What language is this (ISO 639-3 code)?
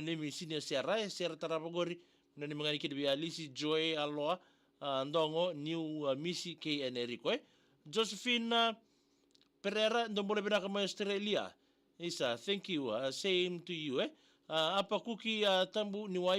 fij